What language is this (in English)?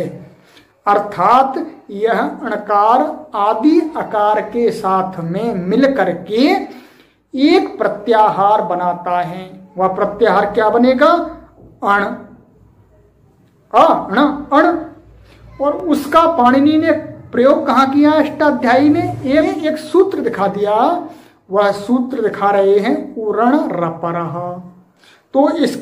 Hindi